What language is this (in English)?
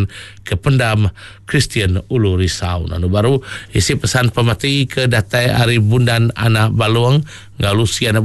Iban